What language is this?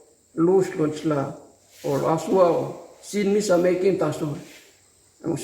Tok Pisin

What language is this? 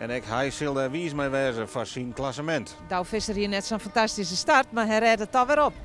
Western Frisian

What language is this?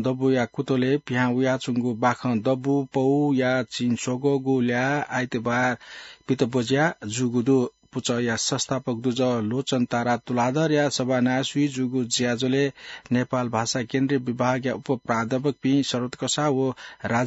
Newari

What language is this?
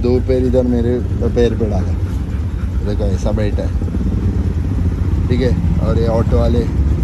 Hindi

